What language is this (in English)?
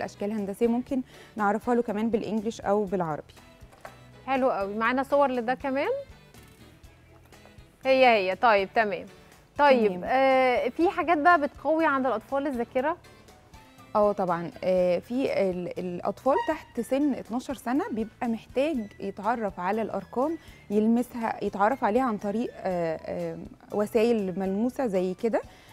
Egyptian Arabic